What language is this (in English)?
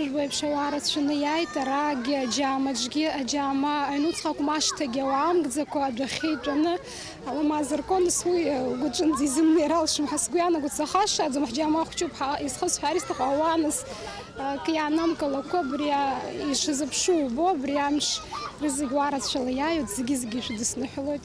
Abkhazian